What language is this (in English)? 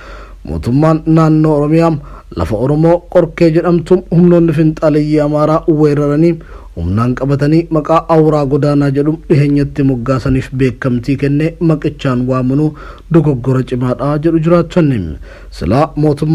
Oromo